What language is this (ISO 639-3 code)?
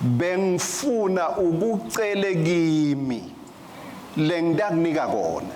ssw